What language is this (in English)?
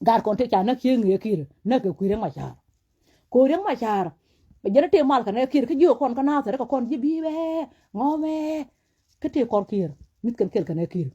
Nuer